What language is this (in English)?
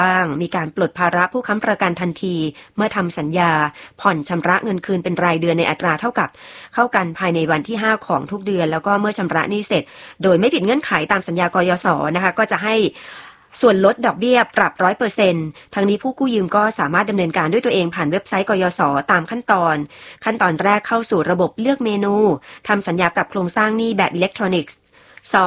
Thai